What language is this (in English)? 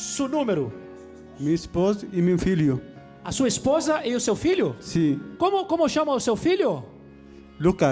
Portuguese